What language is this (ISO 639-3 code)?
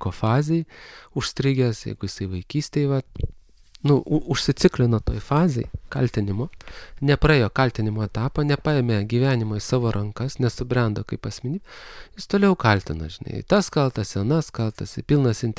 lit